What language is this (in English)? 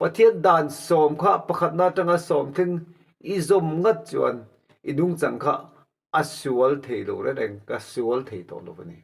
Mizo